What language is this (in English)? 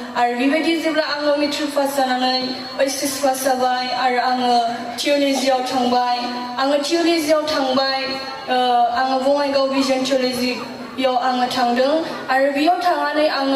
Bodo